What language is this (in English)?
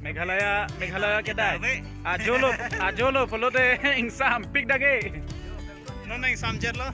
Karbi